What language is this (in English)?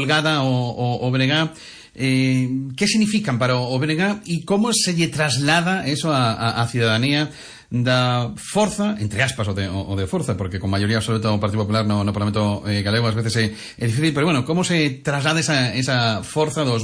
Galician